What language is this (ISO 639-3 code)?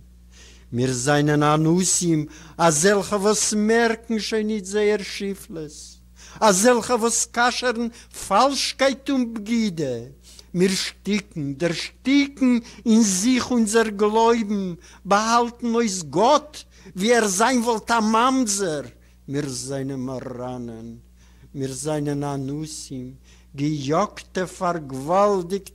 yid